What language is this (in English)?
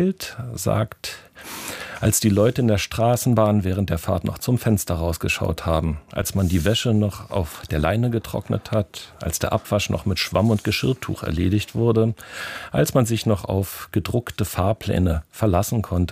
German